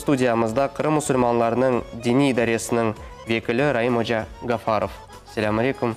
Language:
Crimean Tatar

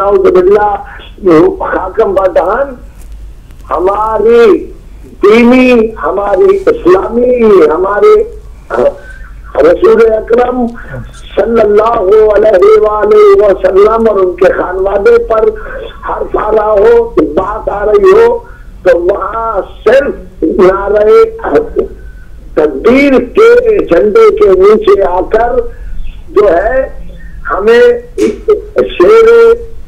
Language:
Urdu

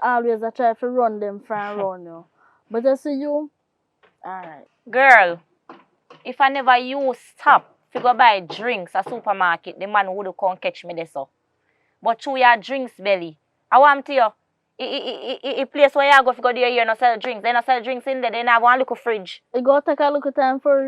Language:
Jamaican Creole English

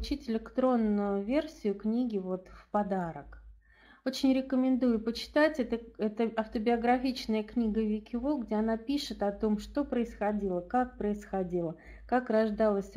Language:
Russian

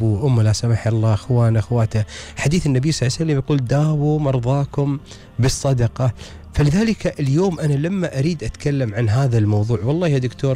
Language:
Gulf Arabic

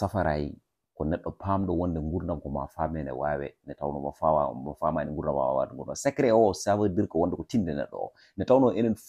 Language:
Fula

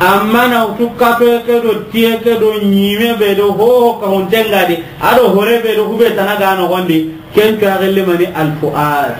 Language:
Soninke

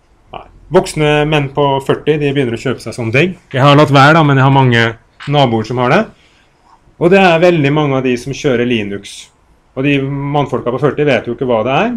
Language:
Norwegian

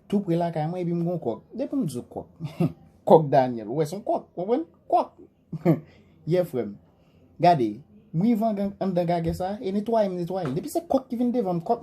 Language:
Haitian Creole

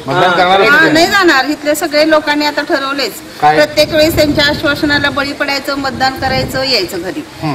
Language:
Marathi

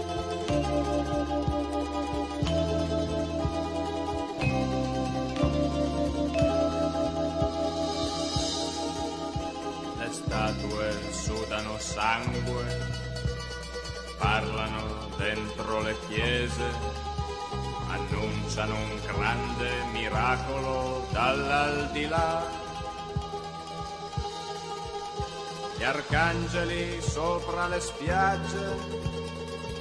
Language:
Italian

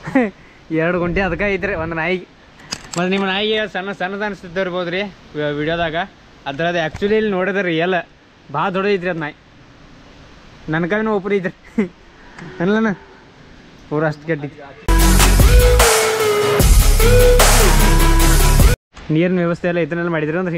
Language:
Kannada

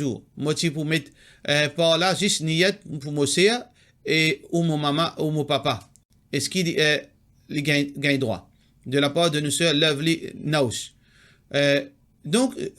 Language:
Morisyen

